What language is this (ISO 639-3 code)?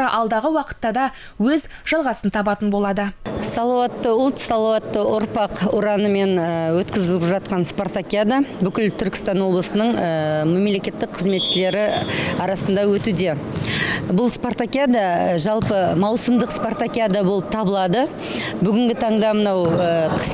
kaz